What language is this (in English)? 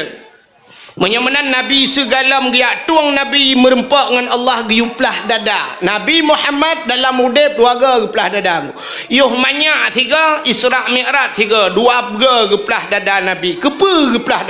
Achinese